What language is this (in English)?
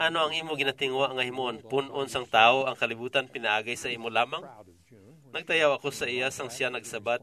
Hiligaynon